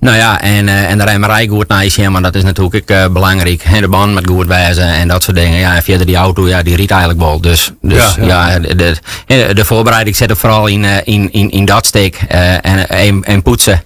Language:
Western Frisian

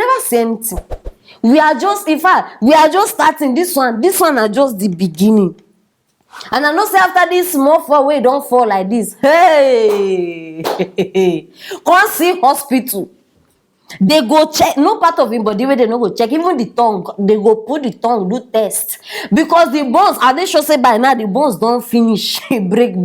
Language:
Nigerian Pidgin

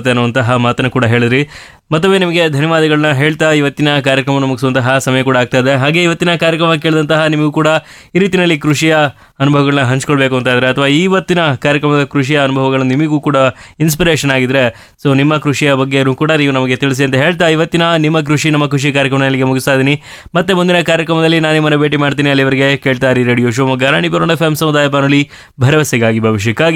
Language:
Kannada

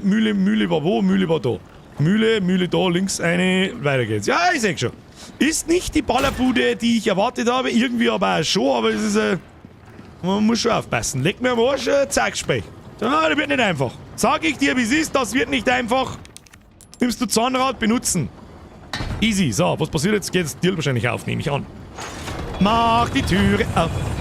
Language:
Bavarian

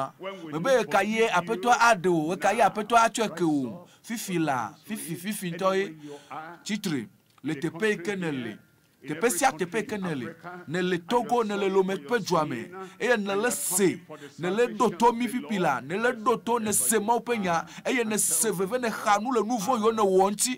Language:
Ewe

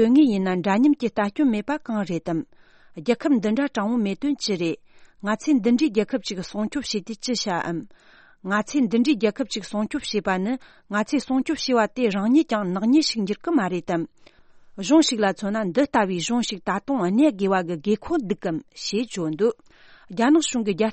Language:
Tibetan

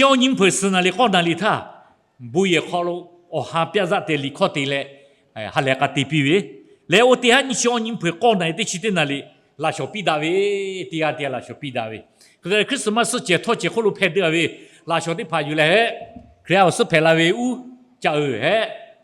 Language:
Lahu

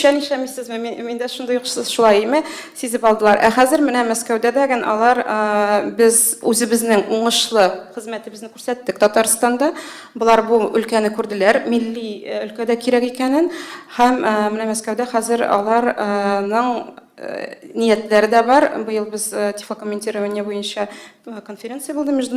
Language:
Tatar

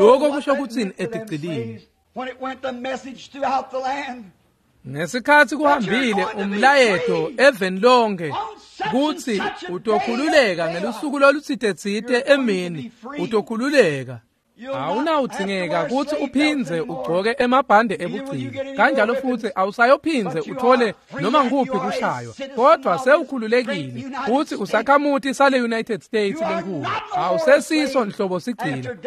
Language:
Swati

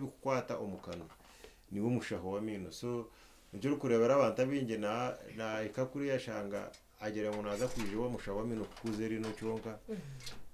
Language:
Nyankole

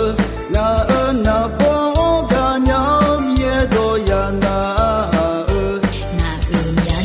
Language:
Akha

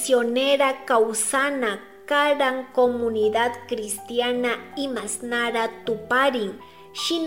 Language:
Chimborazo Highland Quichua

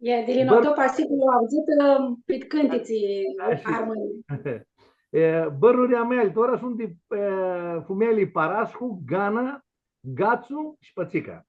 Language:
Aromanian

